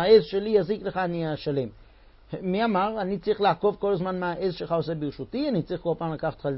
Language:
Hebrew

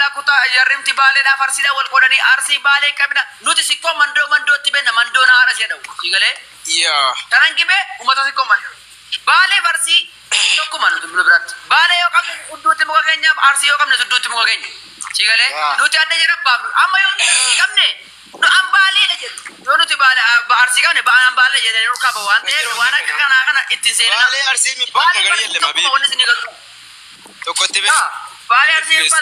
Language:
Oromo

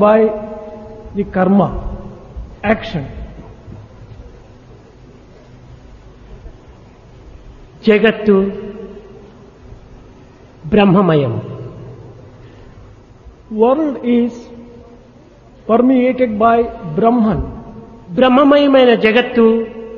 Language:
Telugu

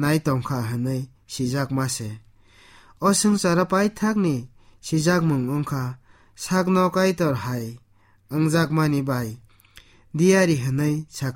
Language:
Kok Borok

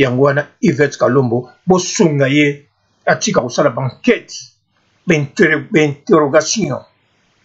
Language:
Lingala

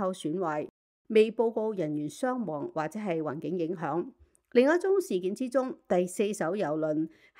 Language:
Cantonese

